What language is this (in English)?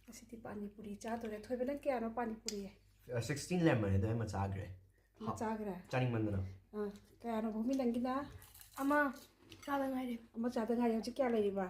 Manipuri